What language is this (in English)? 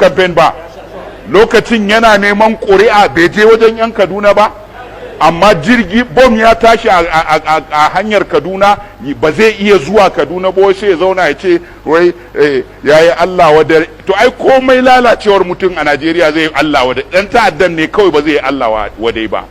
Hausa